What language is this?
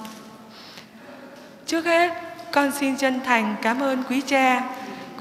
Vietnamese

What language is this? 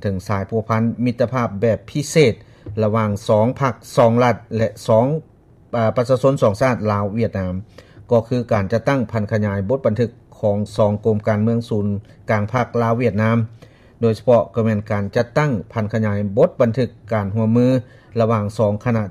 Lao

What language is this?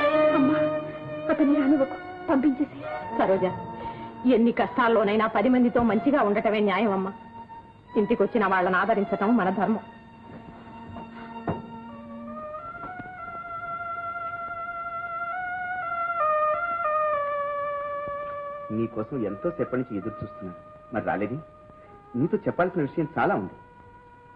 Telugu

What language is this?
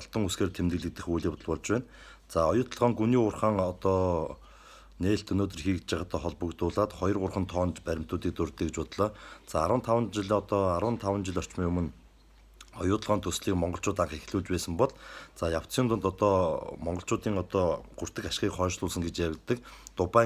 Mongolian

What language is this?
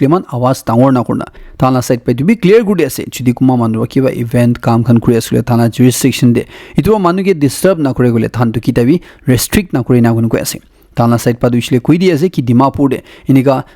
Naga Pidgin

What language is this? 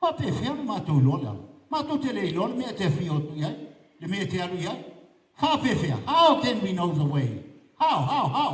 Samoan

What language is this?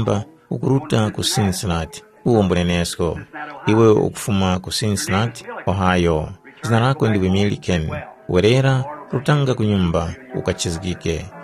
Tumbuka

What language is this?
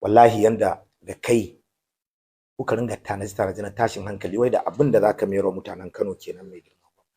Hausa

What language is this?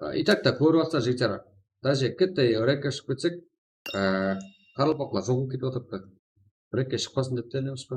Kara-Kalpak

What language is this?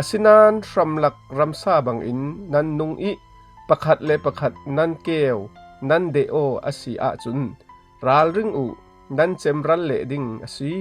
Falam Chin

